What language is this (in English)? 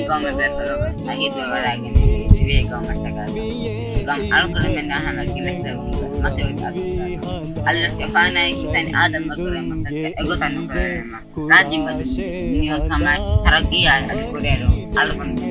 Divehi